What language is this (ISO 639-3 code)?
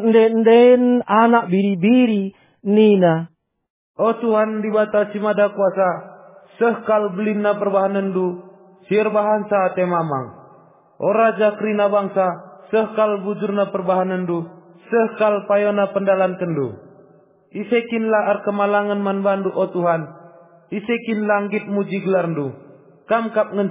btx